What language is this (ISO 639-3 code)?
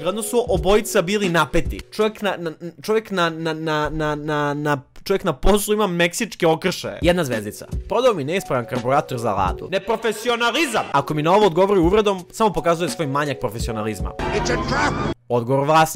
srp